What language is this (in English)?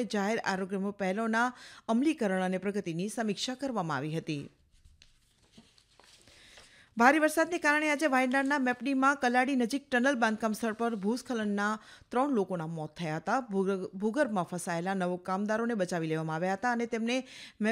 Gujarati